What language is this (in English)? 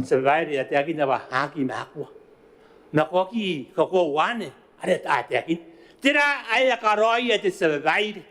Gilbertese